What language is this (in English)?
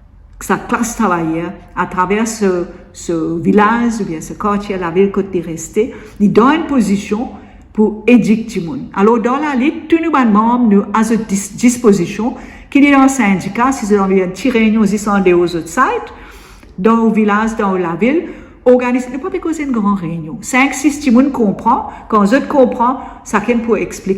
Morisyen